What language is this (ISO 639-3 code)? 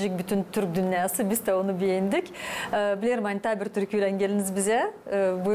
gag